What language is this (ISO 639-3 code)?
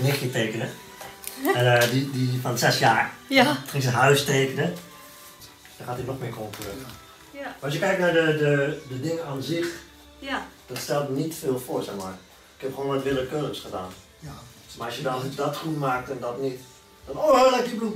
nld